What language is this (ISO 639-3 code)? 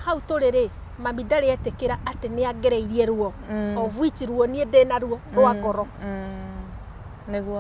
kik